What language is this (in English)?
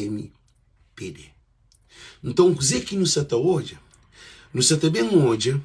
Kabuverdianu